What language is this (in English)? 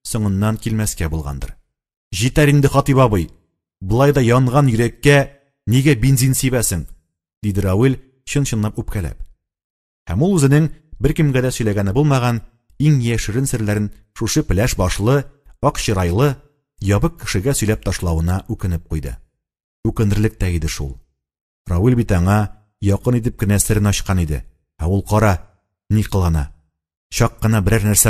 Tatar